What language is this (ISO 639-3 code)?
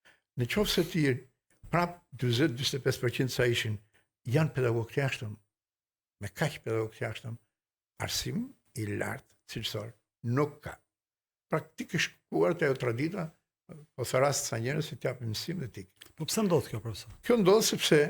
sqi